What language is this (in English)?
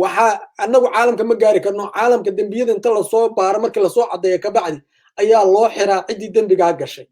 Somali